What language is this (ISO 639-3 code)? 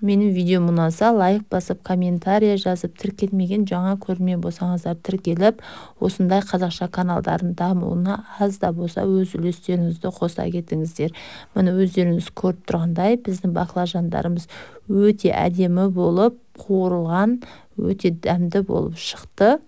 kaz